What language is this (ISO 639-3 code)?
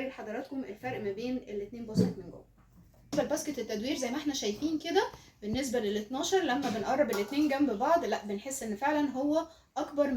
arz